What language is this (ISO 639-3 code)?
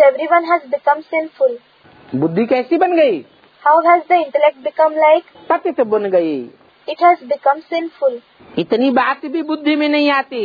hin